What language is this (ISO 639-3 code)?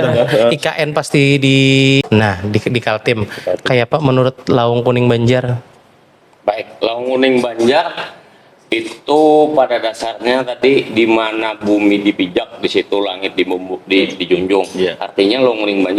bjn